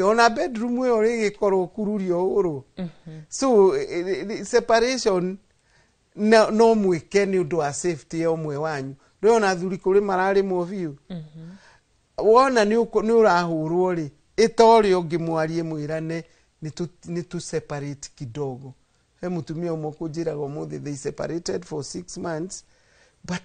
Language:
Kikuyu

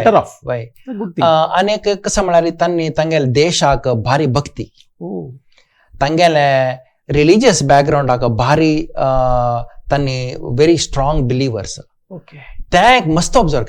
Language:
Konkani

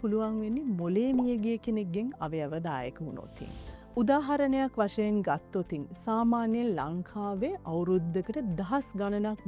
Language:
Sinhala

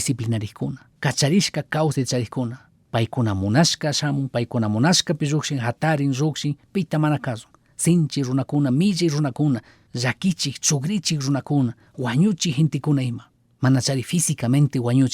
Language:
Chimborazo Highland Quichua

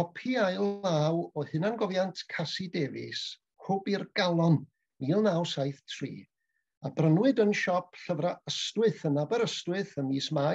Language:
Welsh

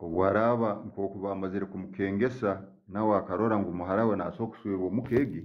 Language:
Tooro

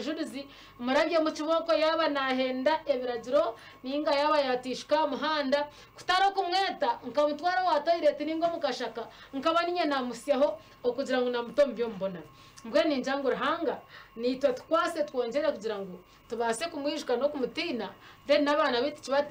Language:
Nyankole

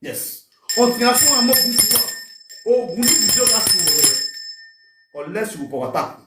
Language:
Nigerian Pidgin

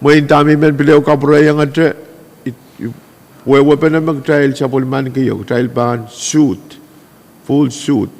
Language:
Pohnpeian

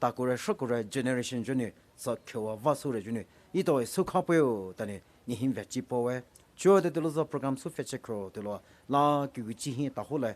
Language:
Poumei Naga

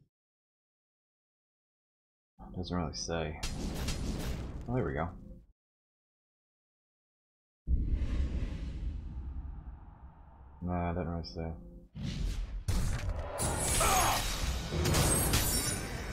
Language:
English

